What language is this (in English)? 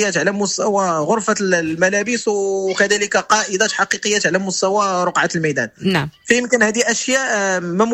Moroccan Arabic